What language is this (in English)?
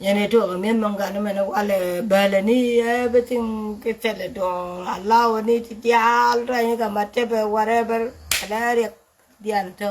Nuer